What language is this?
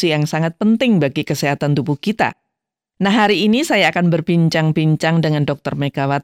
Indonesian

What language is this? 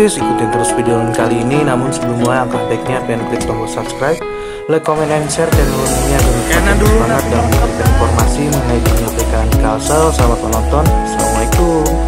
Banjar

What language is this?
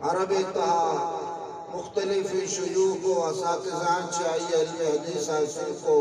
Eastern Balochi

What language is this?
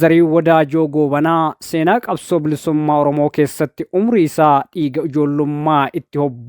Oromo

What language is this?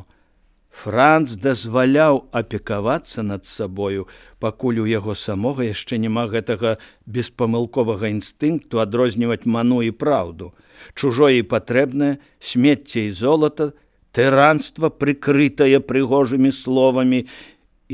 Belarusian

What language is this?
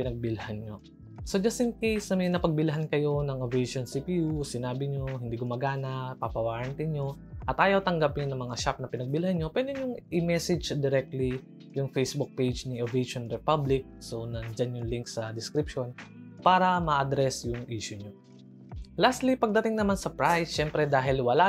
Filipino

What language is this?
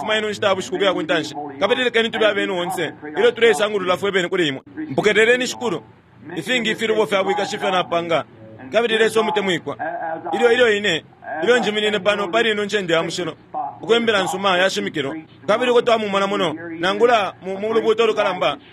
Bemba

